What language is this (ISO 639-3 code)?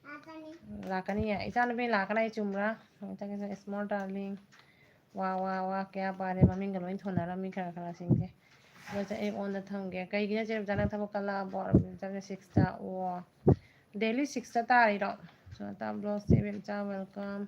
mni